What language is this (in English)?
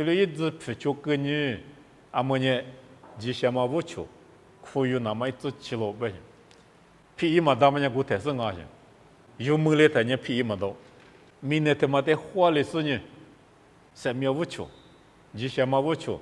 Lisu